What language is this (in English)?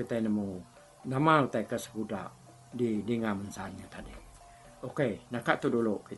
Iban